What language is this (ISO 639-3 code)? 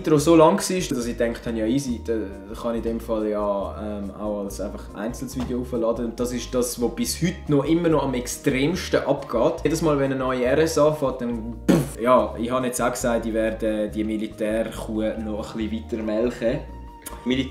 gsw